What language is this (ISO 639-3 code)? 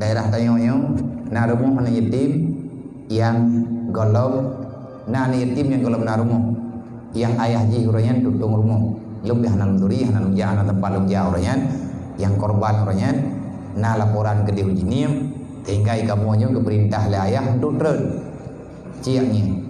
ace